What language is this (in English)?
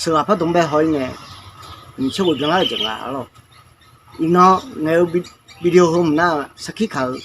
Akha